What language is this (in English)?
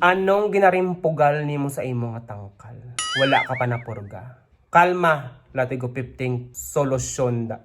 Hiligaynon